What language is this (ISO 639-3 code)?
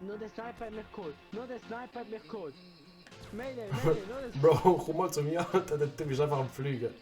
gsw